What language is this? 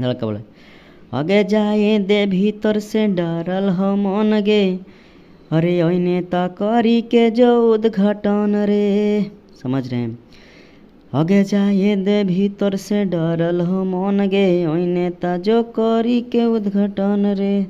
Magahi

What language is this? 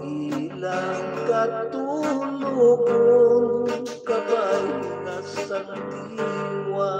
Hiligaynon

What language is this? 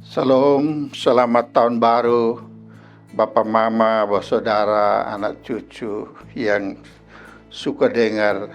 Kupang Malay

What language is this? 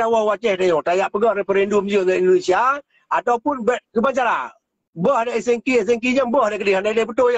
Achinese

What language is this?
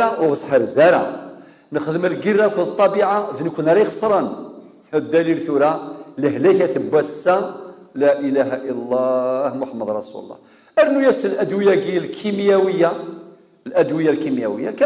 Kabyle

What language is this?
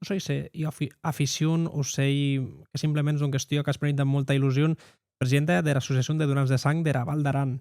Occitan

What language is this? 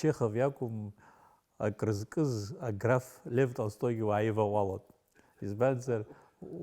Abkhazian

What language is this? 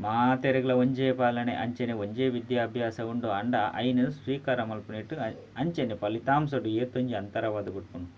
Tulu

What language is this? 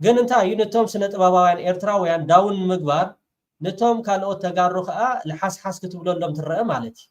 Tigrinya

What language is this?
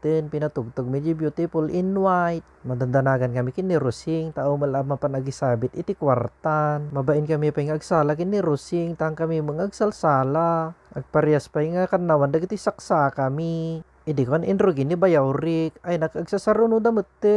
Iloko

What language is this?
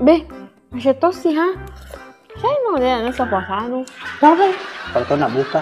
Buginese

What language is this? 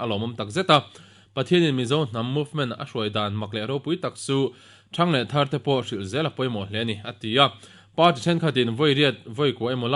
Mizo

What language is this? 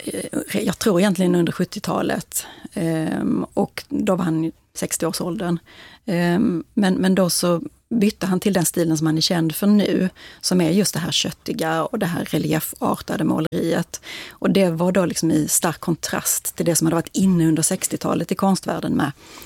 Swedish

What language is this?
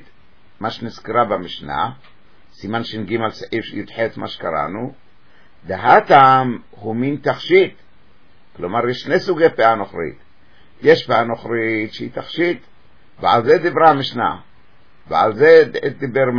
Hebrew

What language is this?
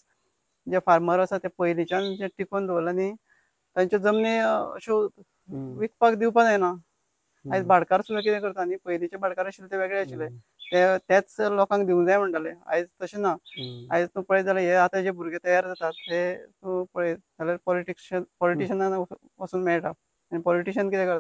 Konkani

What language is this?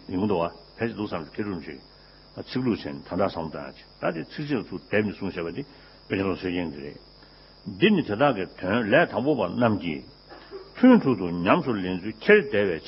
Tibetan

